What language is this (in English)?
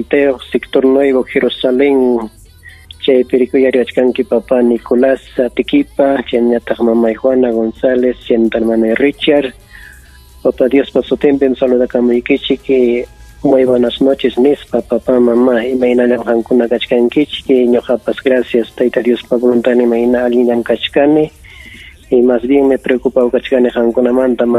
Ayacucho Quechua